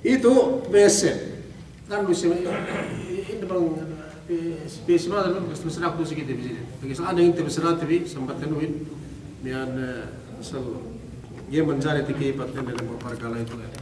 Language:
Yakan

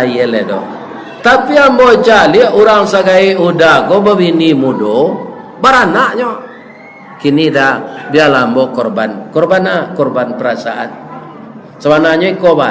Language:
Minangkabau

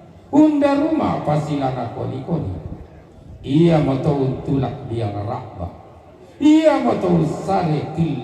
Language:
Toraja-Sa'dan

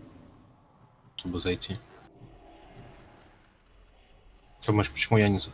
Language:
Russian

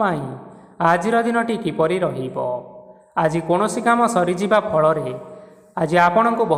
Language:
Odia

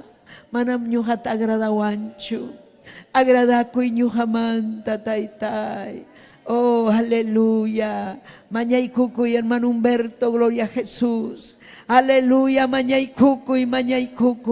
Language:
Ayacucho Quechua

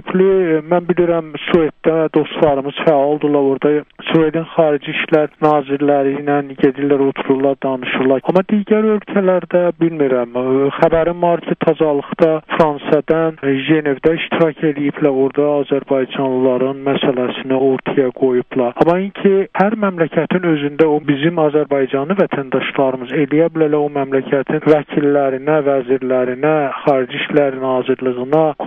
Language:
South Azerbaijani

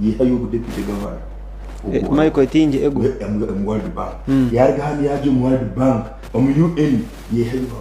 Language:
Nyankole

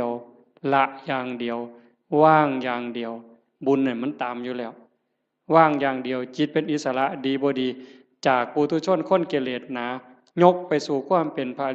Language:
Northeastern Thai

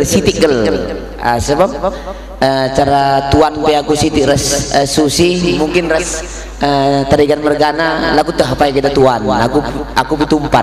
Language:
Batak Karo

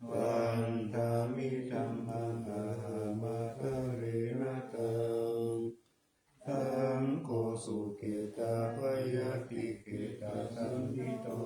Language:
Pali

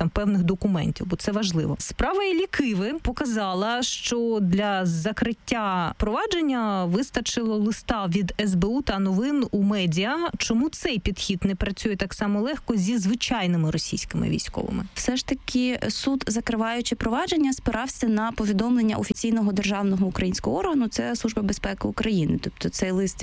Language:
Ukrainian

